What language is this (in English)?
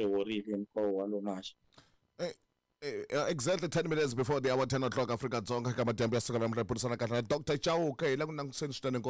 Tsonga